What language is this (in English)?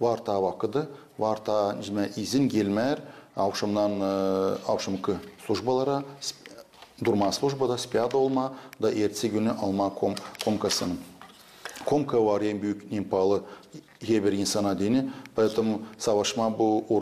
Gagauz